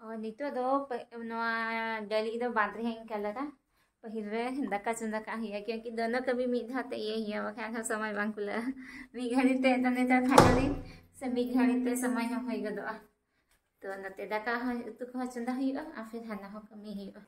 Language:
Santali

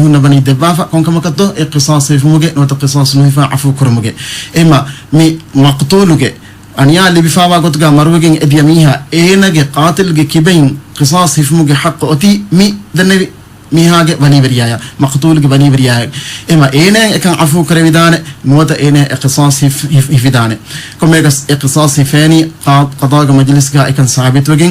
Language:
Divehi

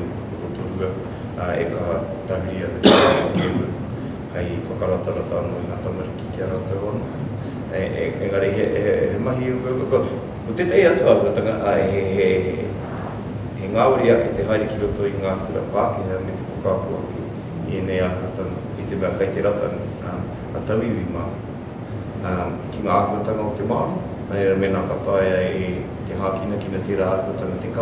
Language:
Māori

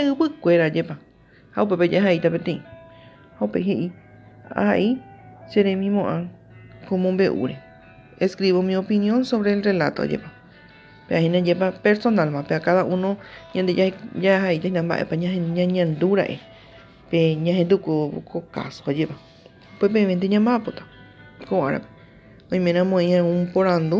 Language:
Guarani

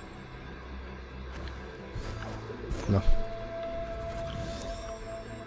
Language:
Finnish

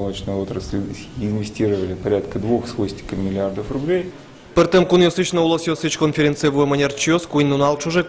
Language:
Udmurt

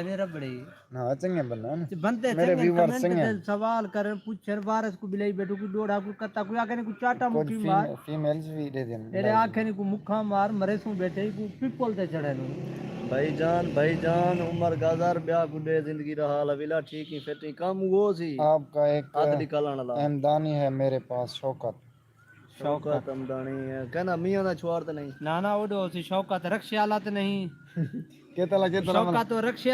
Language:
Saraiki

